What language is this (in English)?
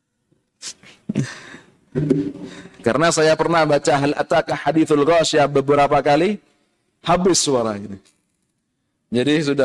Indonesian